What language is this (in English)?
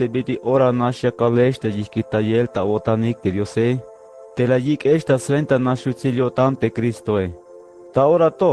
Tzeltal